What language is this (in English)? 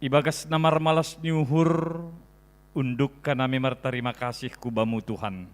Batak Simalungun